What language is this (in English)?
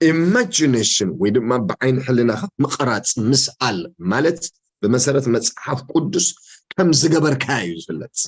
Tigrinya